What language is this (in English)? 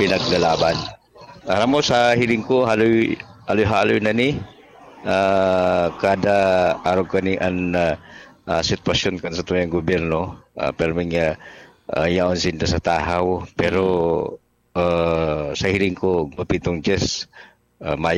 Bikol